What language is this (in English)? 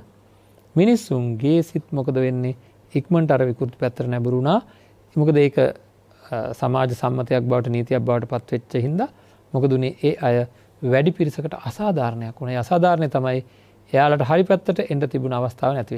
Sinhala